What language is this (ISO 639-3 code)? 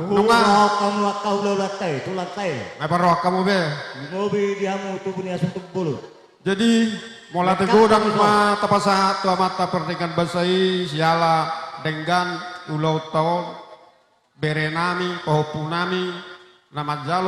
bbc